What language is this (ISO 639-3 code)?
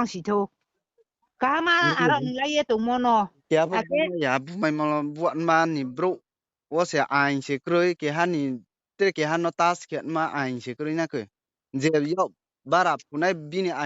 ria